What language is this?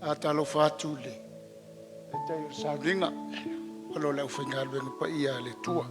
Samoan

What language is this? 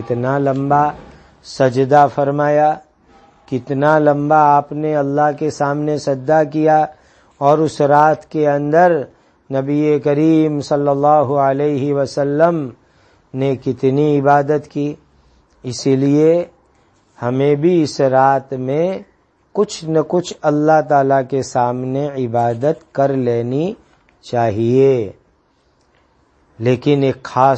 Urdu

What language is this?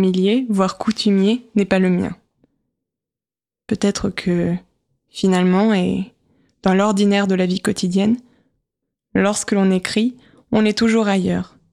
French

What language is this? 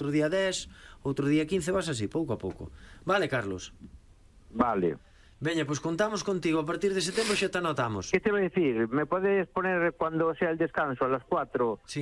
Galician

